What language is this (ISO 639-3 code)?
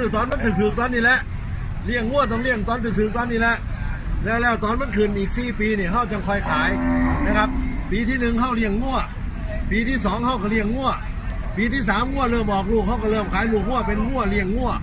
tts